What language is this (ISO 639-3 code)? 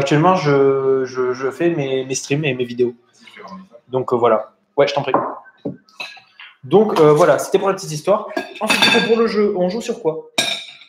fra